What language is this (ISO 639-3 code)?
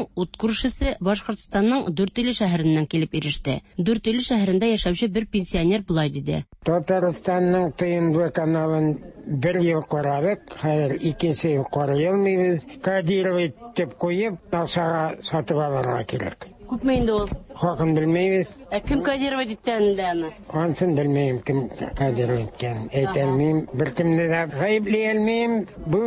tat